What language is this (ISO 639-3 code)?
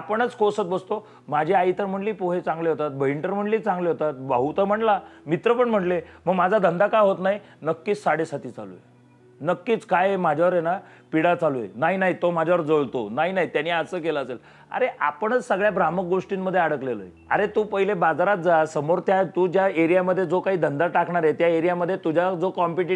mar